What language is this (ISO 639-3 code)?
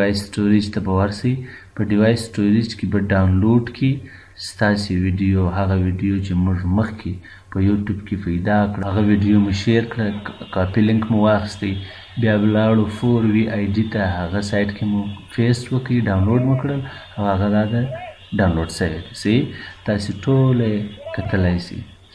pus